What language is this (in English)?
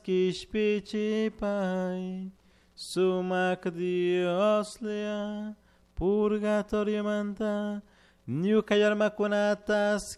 Chimborazo Highland Quichua